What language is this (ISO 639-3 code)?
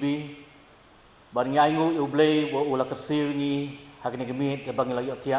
kha